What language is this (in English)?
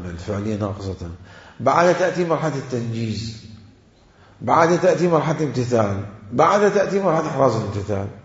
Mesopotamian Arabic